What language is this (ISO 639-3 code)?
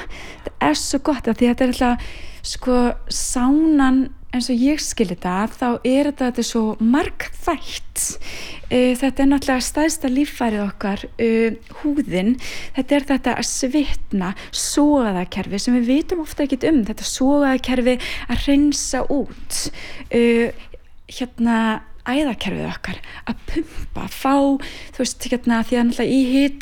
isl